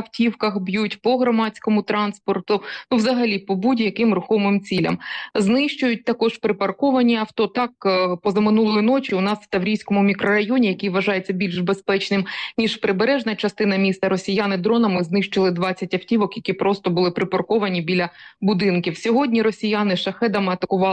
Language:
Ukrainian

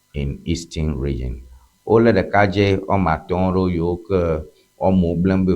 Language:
Ewe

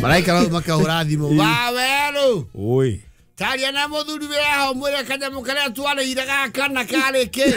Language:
Kikuyu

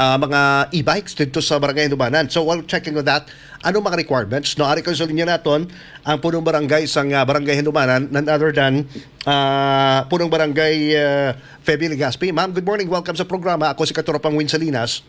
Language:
Hiligaynon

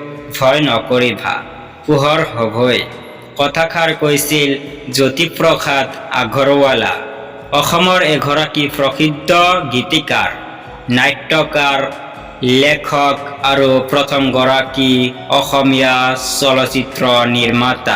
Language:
Assamese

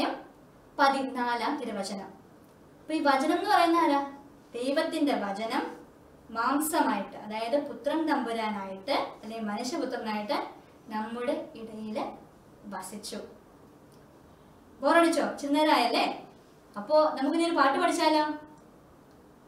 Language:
Malayalam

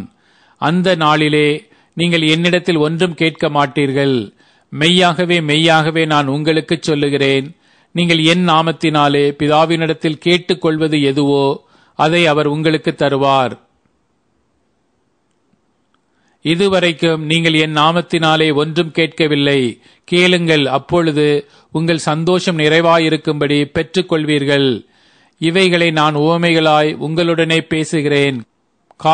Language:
Tamil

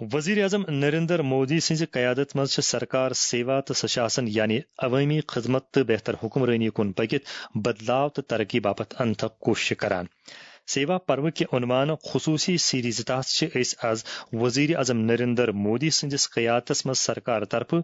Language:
Kashmiri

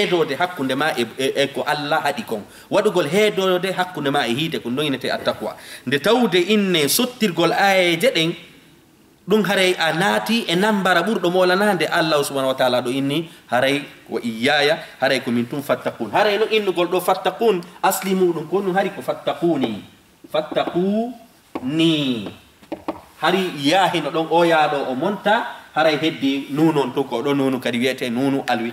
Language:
Fula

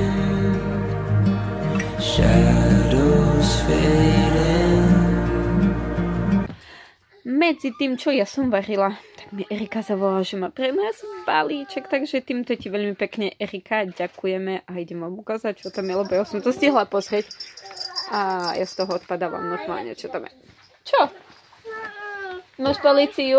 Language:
Slovak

